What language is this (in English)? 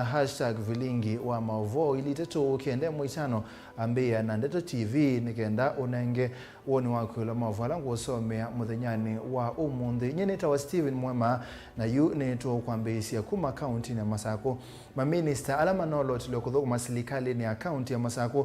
Kamba